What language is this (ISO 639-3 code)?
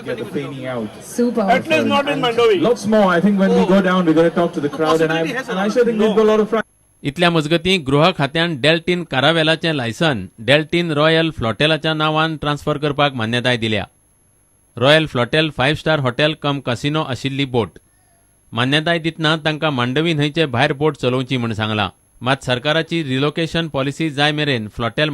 kok